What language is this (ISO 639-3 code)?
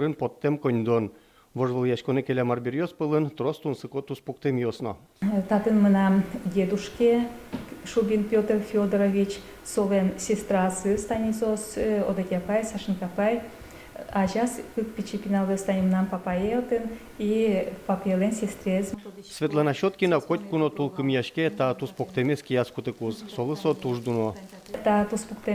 udm